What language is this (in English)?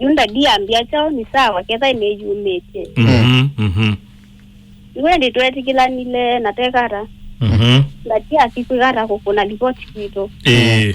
Kamba